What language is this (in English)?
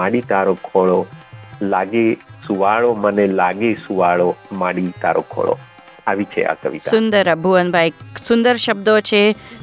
Gujarati